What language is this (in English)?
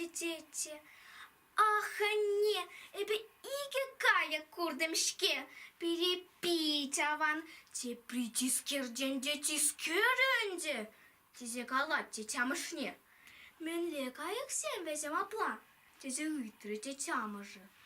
Chuvash